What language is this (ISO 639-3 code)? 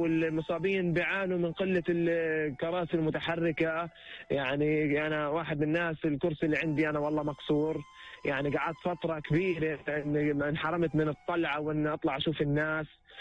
apc